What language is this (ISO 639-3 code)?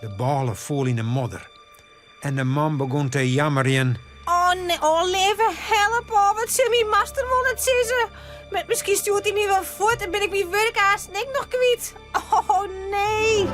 fry